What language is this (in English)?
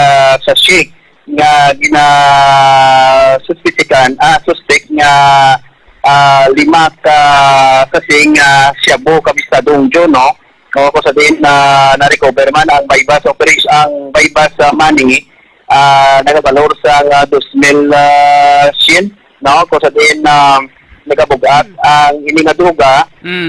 Hiligaynon